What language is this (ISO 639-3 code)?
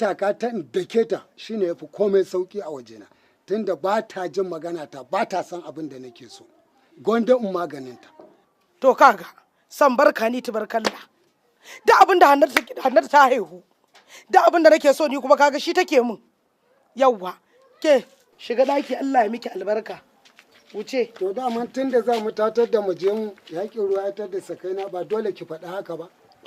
hau